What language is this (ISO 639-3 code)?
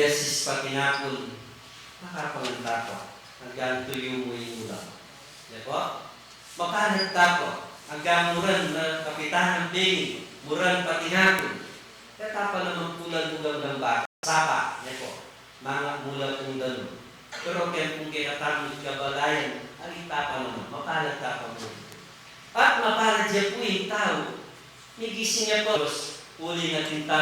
pam